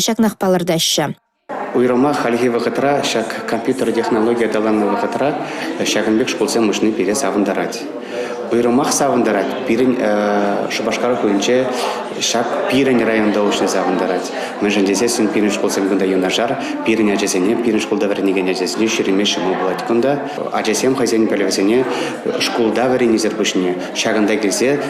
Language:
Chuvash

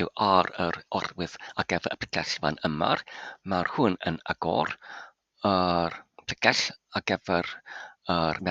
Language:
Welsh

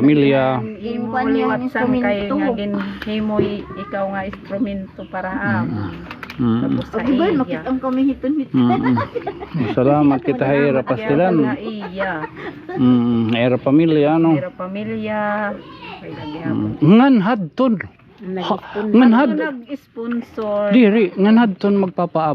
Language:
Waray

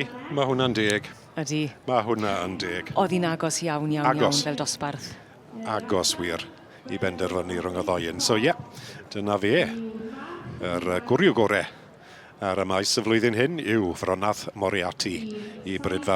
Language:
Welsh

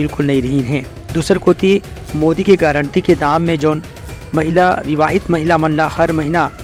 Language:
Chhattisgarhi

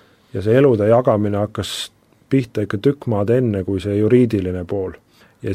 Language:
Estonian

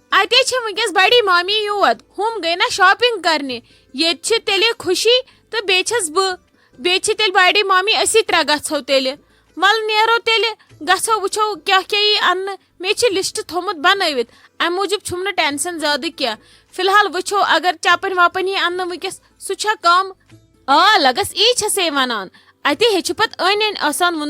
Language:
Kashmiri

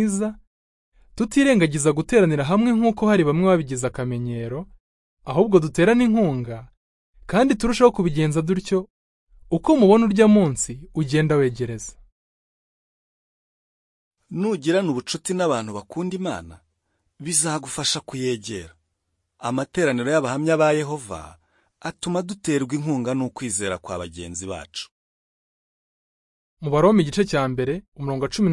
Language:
Kinyarwanda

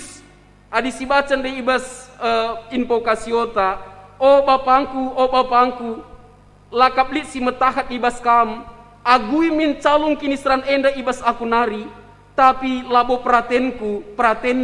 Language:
Batak Karo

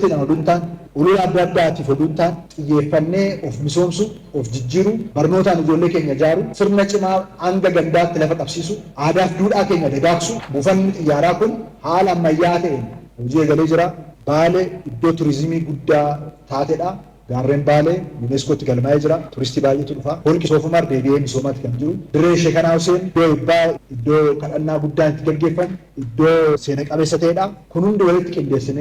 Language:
Oromo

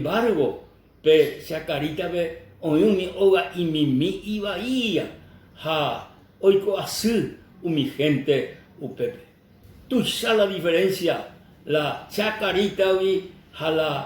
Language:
Guarani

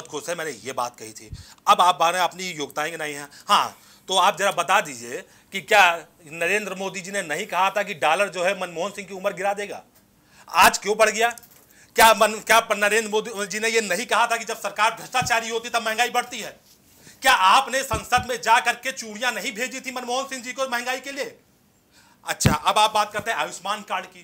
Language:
Hindi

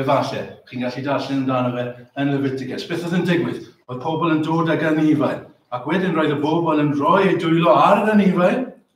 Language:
Welsh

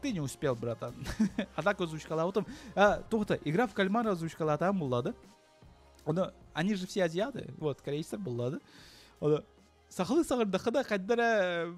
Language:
Yakut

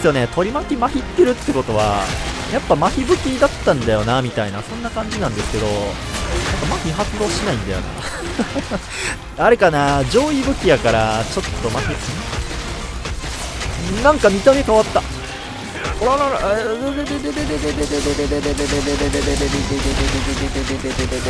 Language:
Japanese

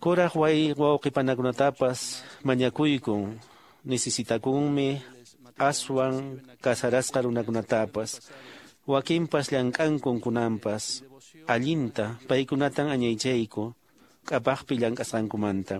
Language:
Quechua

